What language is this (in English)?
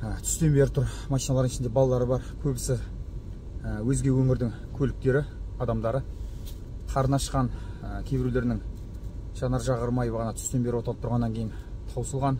Kazakh